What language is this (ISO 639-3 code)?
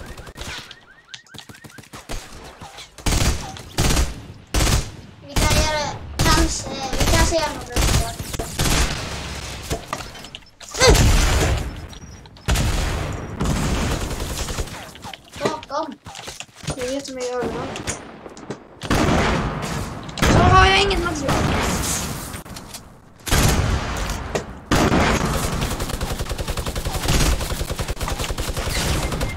swe